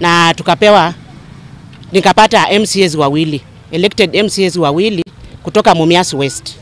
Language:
Kikuyu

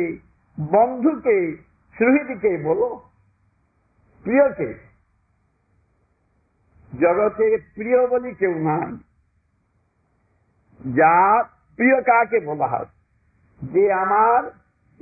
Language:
Bangla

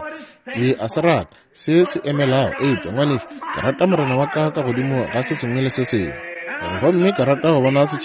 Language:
Northern Sotho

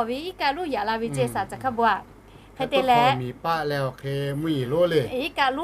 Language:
Lahu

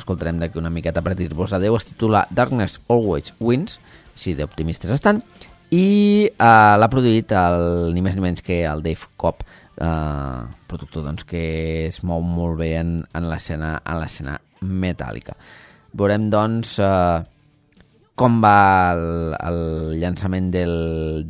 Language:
Catalan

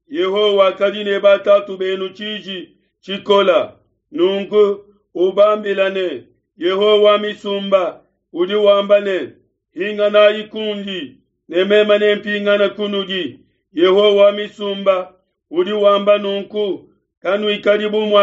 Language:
Luba-Lulua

